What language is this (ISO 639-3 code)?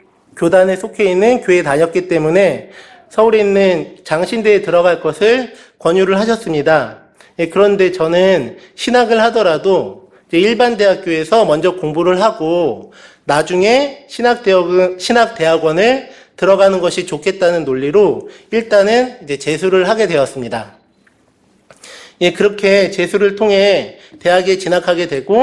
kor